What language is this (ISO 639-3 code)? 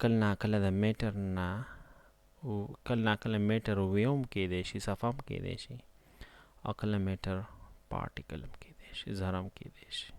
pus